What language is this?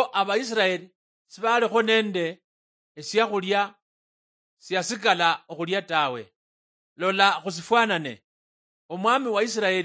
Luyia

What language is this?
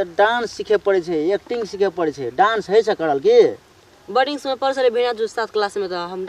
Maithili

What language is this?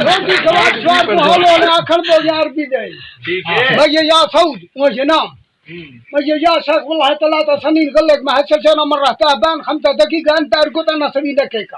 Saraiki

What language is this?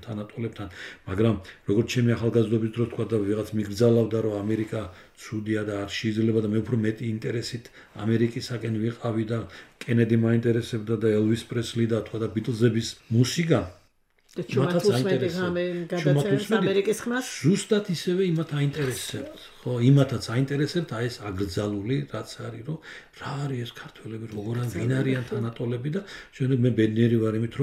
Georgian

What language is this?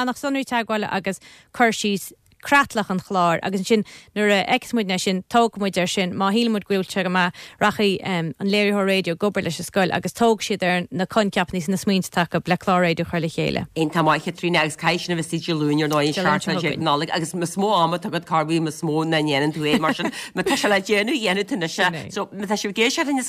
Irish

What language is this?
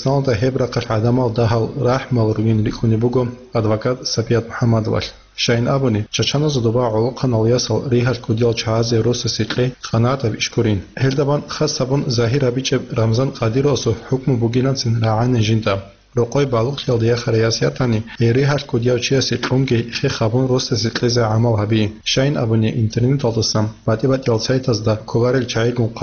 Avaric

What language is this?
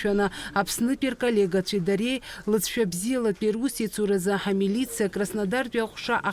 Abkhazian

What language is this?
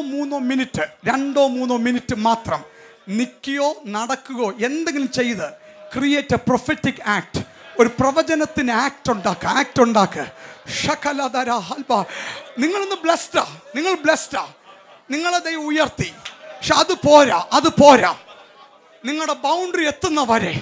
Malayalam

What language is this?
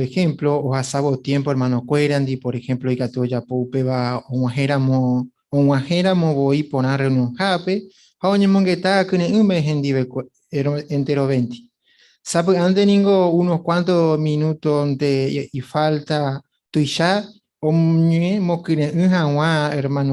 Guarani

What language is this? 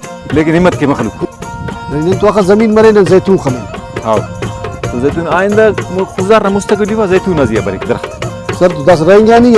Brahui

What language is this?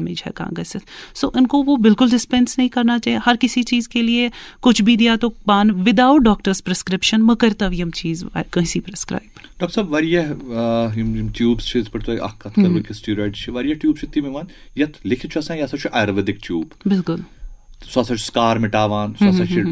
Kashmiri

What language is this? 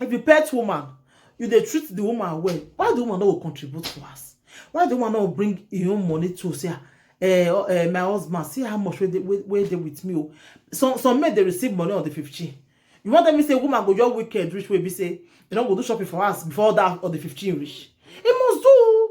Nigerian Pidgin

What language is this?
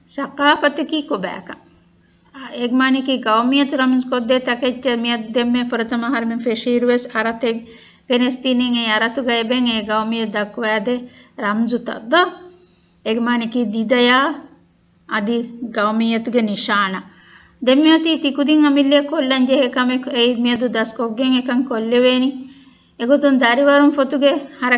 Divehi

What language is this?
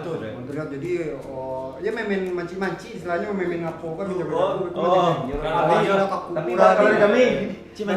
Minangkabau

